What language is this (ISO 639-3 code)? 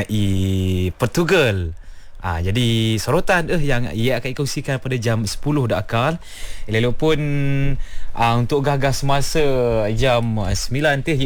msa